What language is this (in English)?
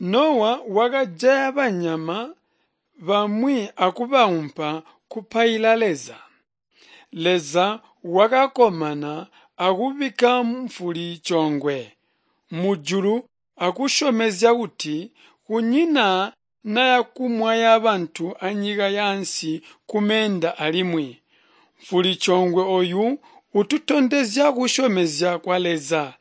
Tonga (Zambia)